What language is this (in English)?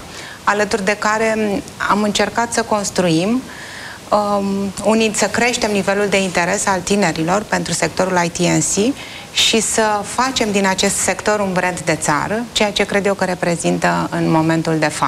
Romanian